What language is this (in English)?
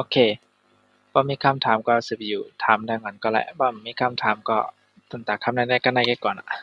Shan